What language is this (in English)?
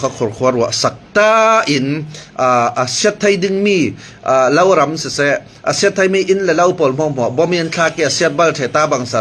Hakha Chin